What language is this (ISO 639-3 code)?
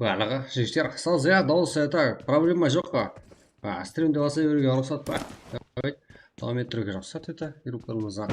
kaa